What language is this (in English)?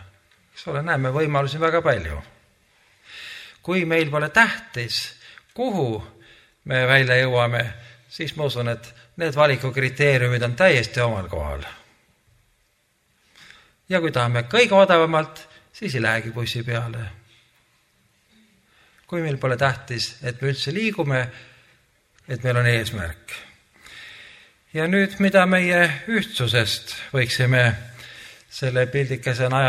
Estonian